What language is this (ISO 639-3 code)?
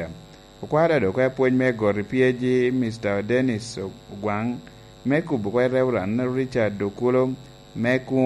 laj